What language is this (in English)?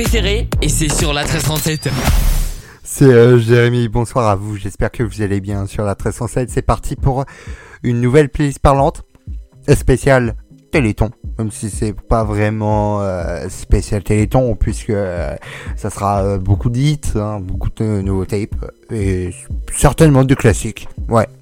French